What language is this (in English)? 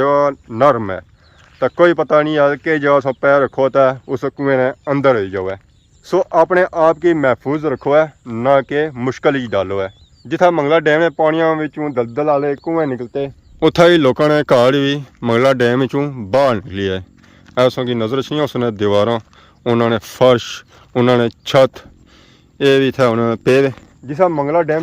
Pahari-Potwari